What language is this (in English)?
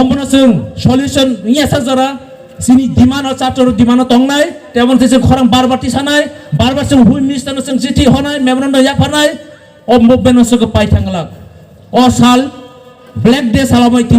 Kok Borok